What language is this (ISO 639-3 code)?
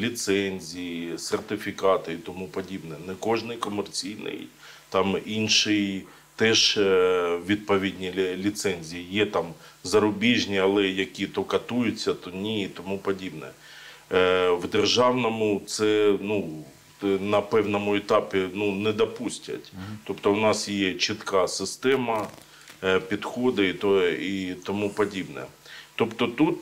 ukr